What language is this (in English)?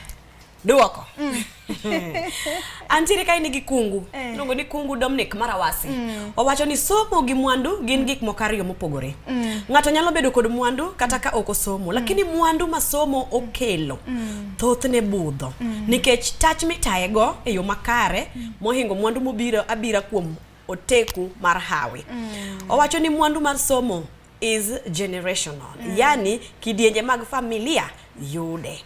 Luo (Kenya and Tanzania)